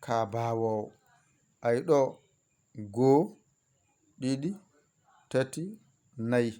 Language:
Fula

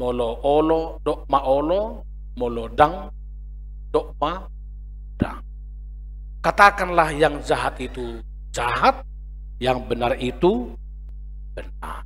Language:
Batak Toba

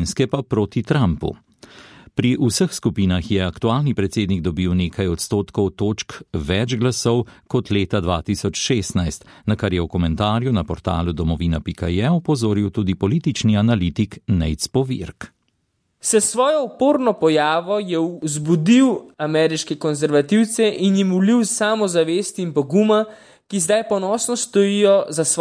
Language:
Slovenian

